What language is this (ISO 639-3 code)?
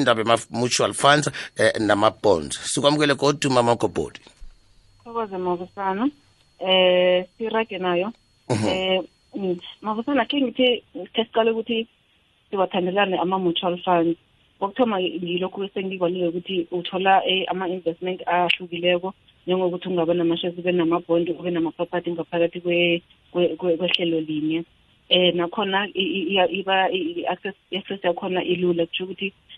nbl